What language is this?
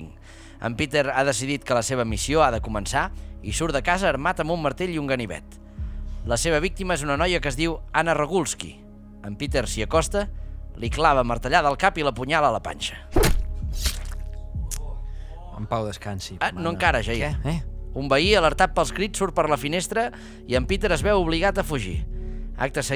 Catalan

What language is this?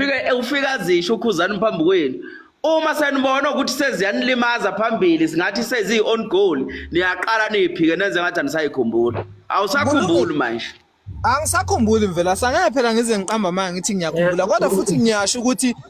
Zulu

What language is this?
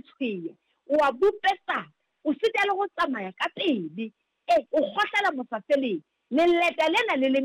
Southern Sotho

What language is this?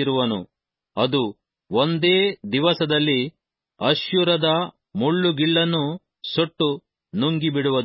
Kannada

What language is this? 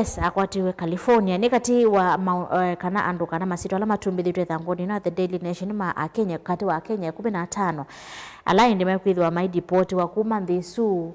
Kamba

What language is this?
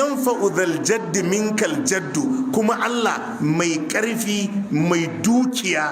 Hausa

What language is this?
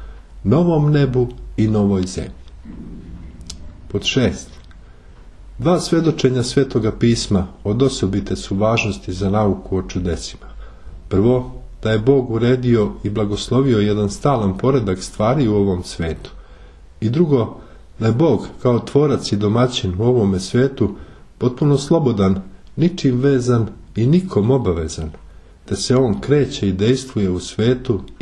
Serbian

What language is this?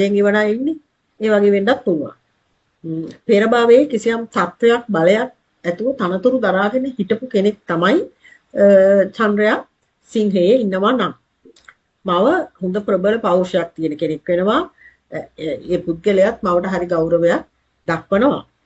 Sinhala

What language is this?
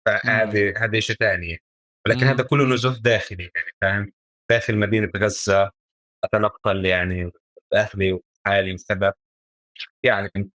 North Levantine Arabic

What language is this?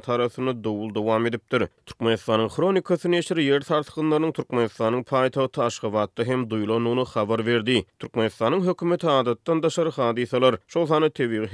Turkmen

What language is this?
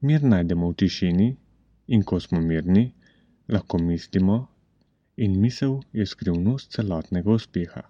Slovenian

